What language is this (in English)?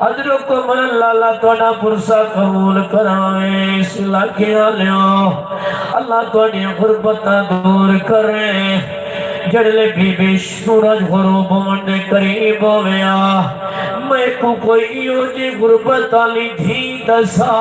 Saraiki